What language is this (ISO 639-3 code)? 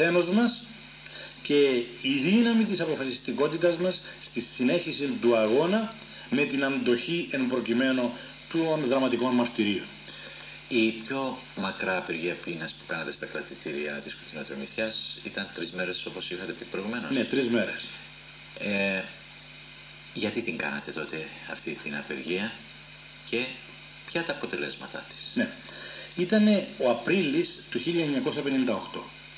ell